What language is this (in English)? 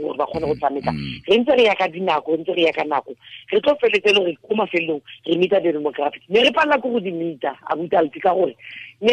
Tswana